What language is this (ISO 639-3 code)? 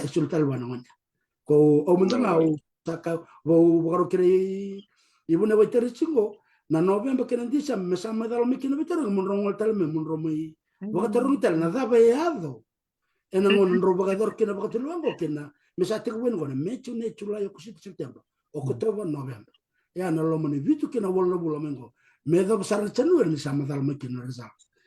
fij